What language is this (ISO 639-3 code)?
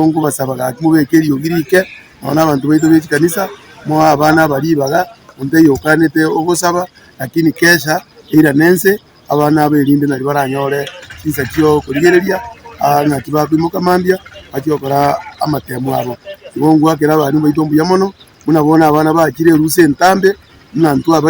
guz